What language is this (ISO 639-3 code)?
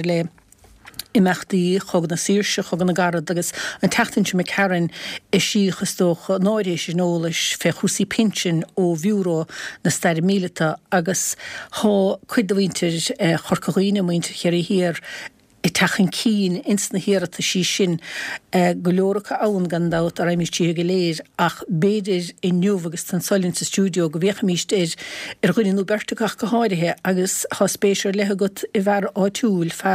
gle